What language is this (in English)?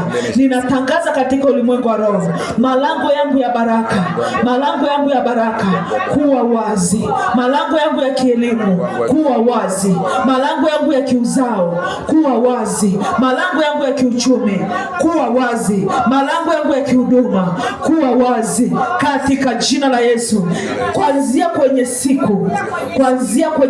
Swahili